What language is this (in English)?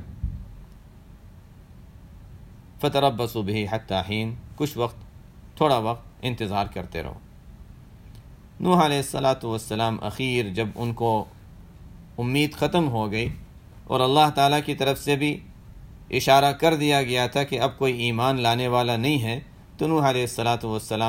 Urdu